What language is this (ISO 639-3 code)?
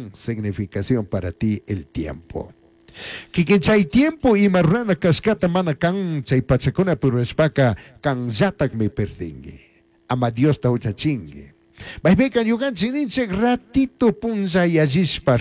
qug